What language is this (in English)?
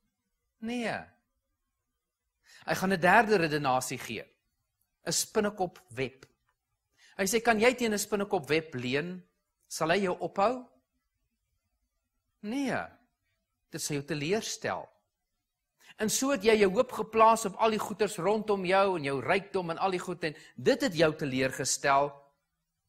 Afrikaans